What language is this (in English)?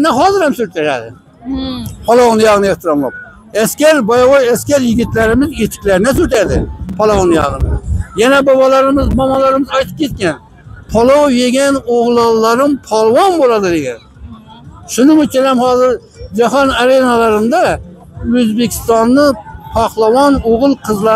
Uzbek